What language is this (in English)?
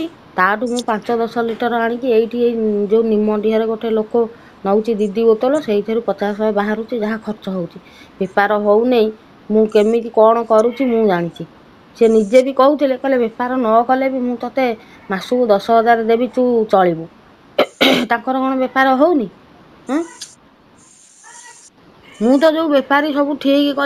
Odia